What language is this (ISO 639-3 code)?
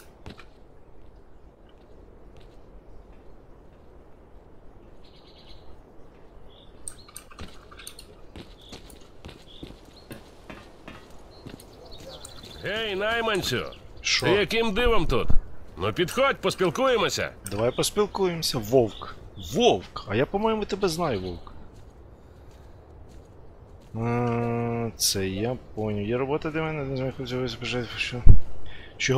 ukr